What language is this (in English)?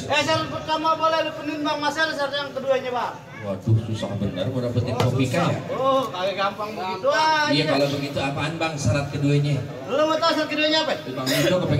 Betawi